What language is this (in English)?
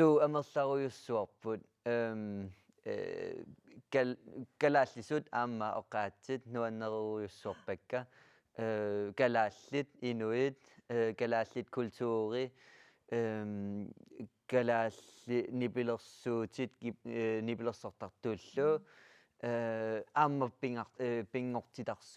Kalaallisut